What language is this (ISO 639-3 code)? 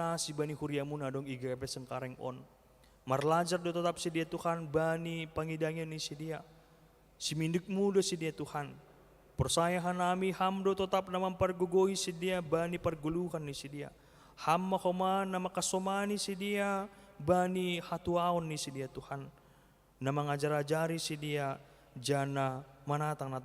bts